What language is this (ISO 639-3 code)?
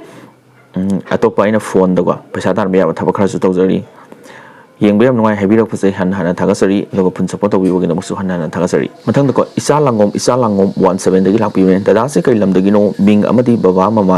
mni